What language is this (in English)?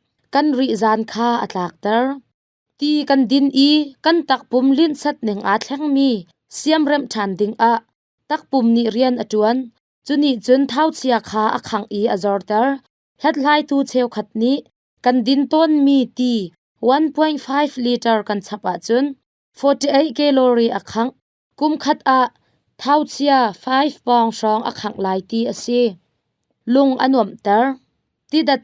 Hakha Chin